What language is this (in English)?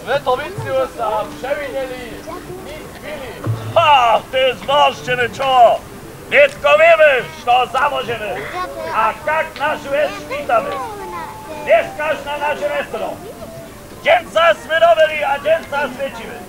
Upper Sorbian